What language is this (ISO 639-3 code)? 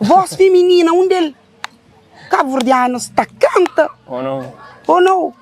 kea